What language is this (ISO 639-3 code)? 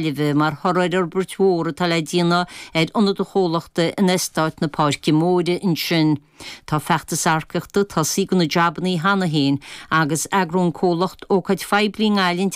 gle